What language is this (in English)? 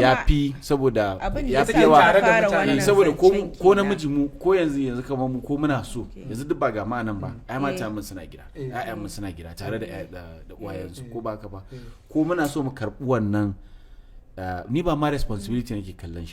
Hausa